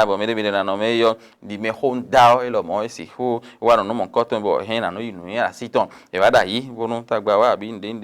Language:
Fon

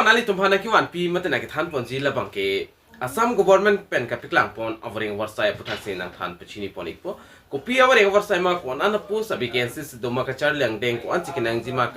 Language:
Karbi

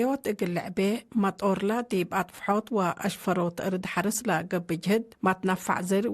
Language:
Tigre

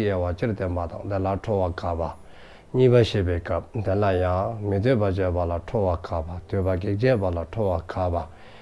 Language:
Dzongkha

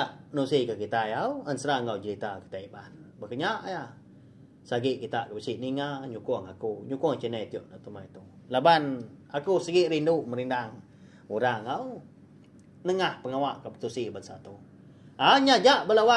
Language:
Iban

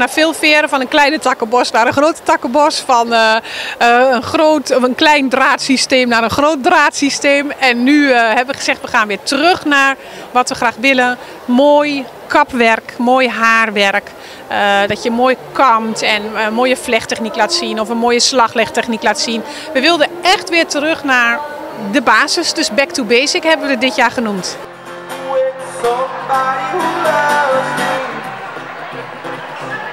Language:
Dutch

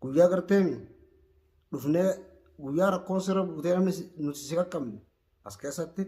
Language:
Oromo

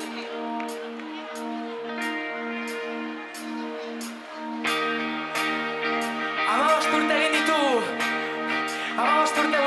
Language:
Basque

